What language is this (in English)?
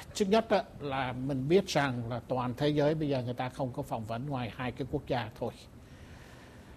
Vietnamese